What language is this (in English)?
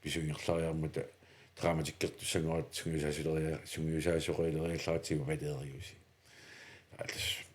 Kalaallisut